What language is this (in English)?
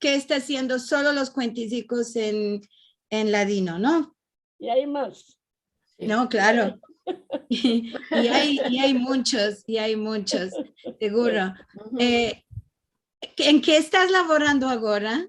Ladino